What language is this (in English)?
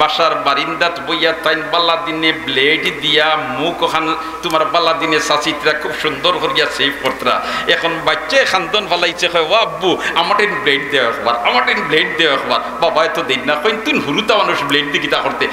Sylheti